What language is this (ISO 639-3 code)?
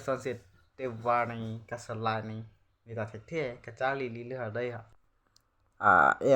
mjw